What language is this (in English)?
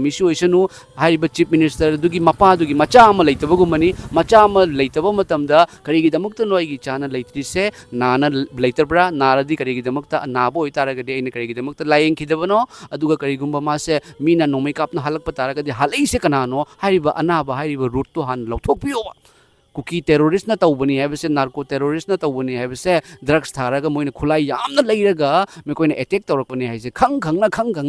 Manipuri